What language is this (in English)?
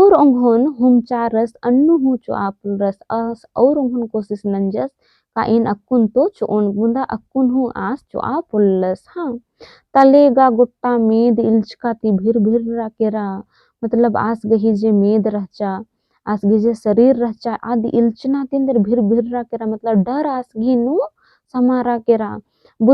Kurukh